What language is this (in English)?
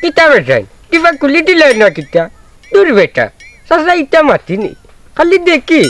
Sylheti